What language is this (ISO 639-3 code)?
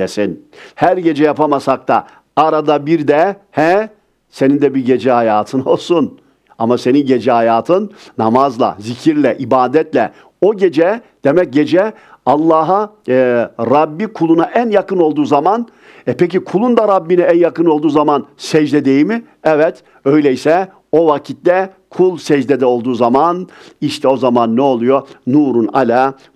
tur